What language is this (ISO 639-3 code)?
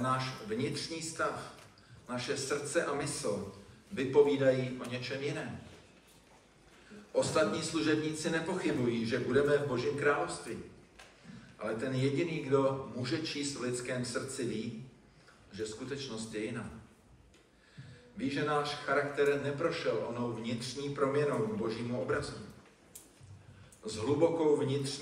ces